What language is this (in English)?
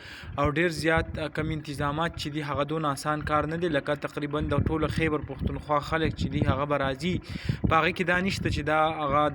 Pashto